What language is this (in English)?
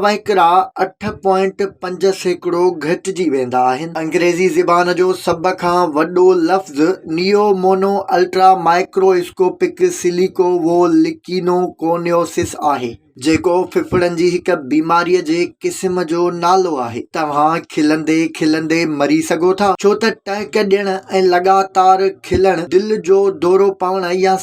Sindhi